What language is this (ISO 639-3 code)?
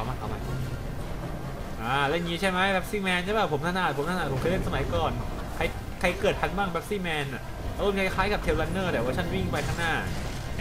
tha